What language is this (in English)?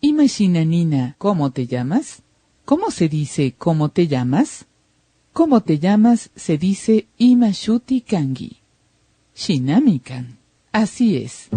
Imbabura Highland Quichua